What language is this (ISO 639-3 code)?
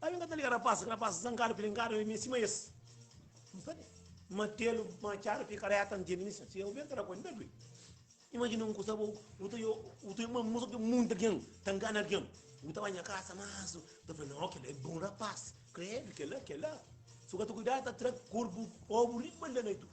kea